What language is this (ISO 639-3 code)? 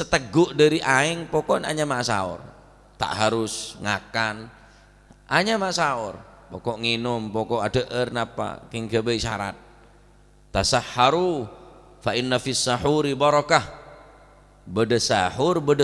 mad